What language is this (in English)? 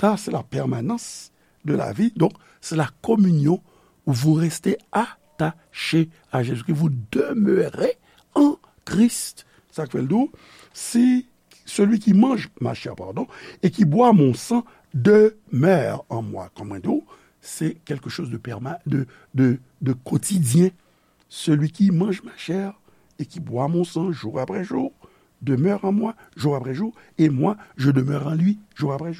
Haitian Creole